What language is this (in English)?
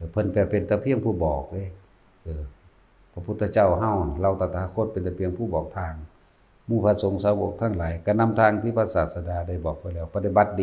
Northeastern Thai